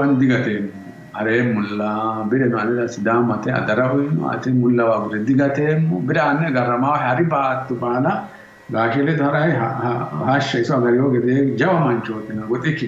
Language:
Sidamo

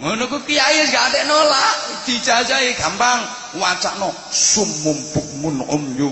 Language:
Javanese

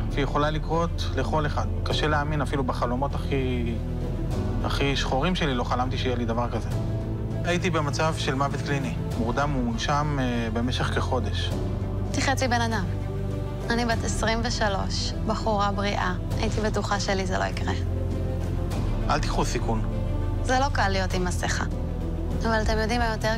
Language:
Hebrew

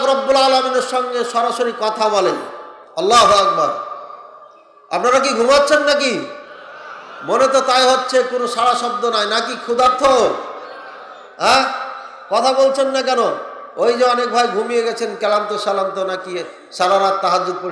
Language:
Bangla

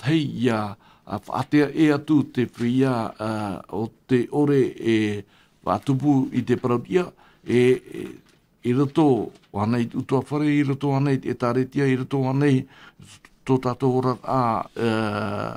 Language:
Tahitian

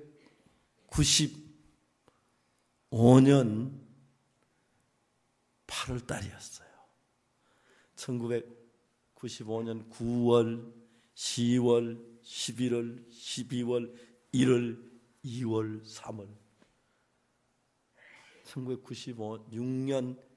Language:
Korean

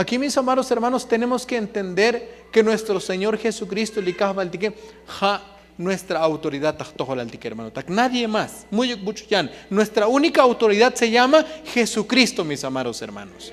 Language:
Tzotzil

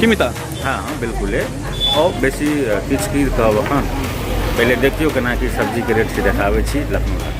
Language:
Maithili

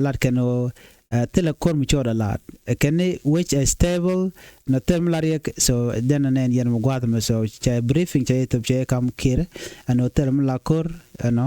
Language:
Nuer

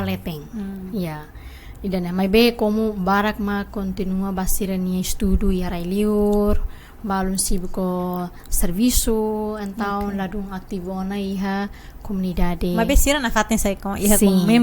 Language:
Tetum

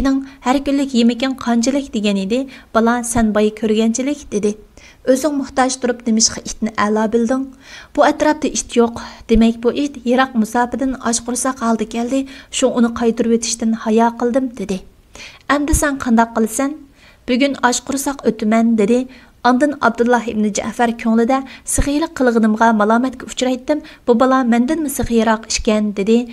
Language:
Uyghur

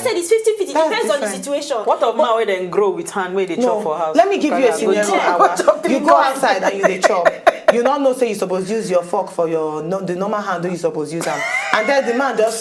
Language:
Nigerian Pidgin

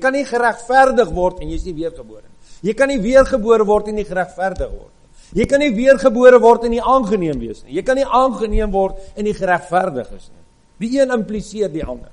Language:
Afrikaans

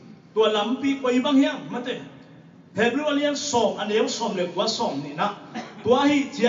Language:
Tedim Chin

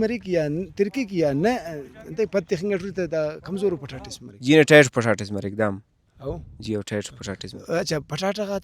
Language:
Brahui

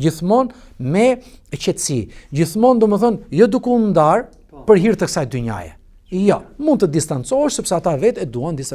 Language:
Albanian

